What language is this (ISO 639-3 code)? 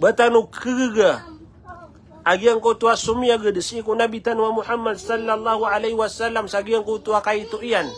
mrw